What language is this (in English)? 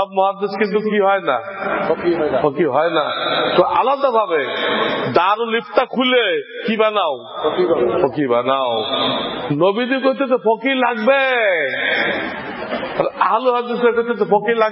Bangla